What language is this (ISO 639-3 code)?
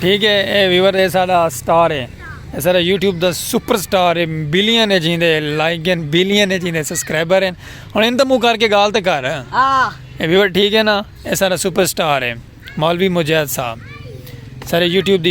skr